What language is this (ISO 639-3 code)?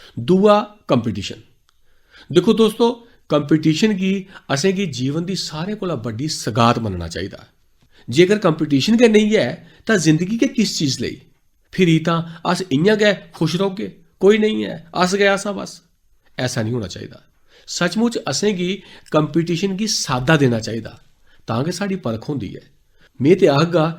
doi